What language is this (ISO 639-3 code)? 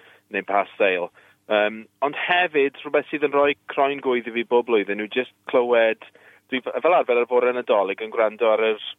cym